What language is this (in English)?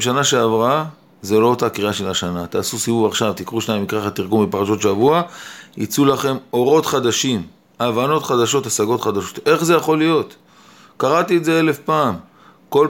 Hebrew